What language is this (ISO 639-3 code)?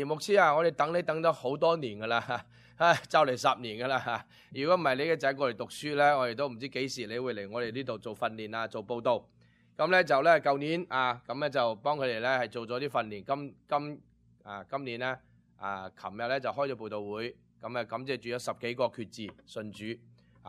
yue